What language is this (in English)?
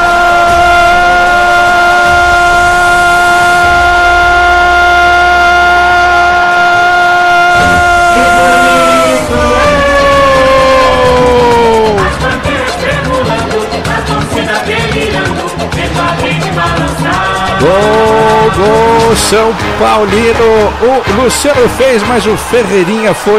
Portuguese